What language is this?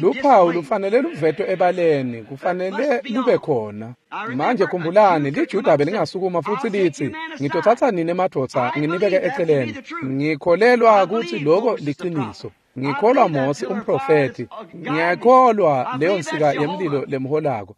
Swati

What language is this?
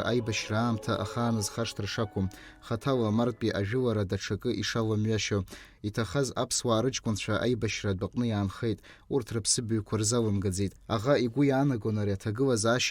Abkhazian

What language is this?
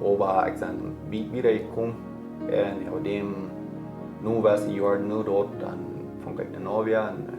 Plautdietsch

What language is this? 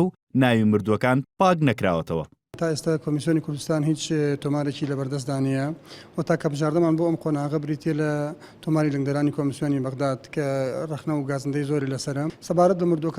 Central Kurdish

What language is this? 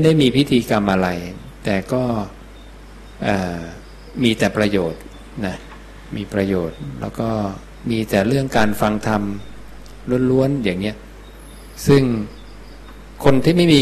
Thai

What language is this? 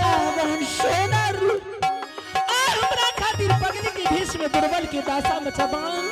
Angika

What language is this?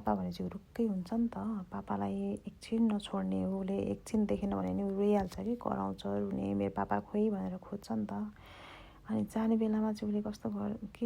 Nepali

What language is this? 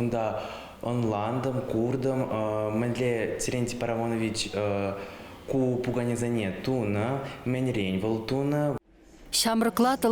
Chuvash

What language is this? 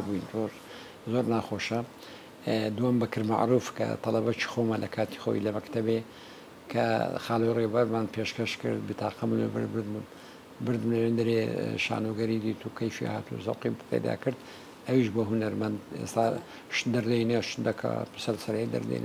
Central Kurdish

